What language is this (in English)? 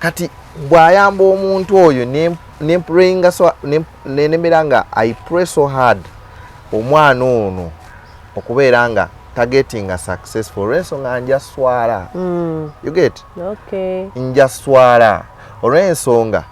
Ganda